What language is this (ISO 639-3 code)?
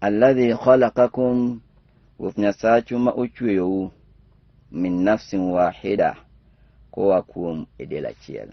luo